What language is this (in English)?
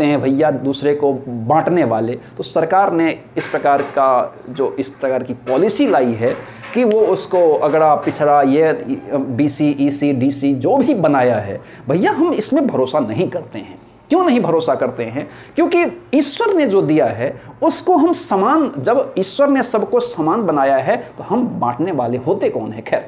Hindi